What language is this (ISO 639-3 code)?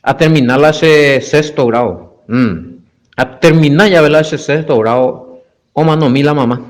grn